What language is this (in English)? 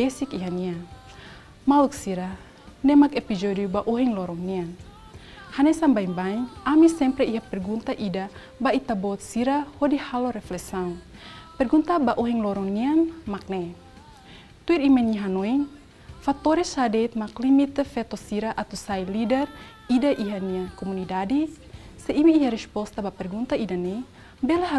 Tetum